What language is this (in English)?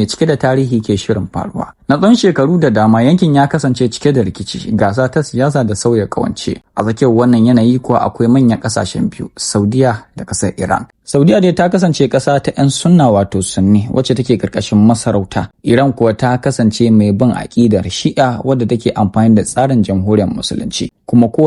Hausa